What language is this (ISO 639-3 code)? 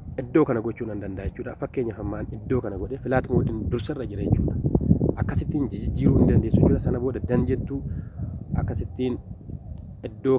orm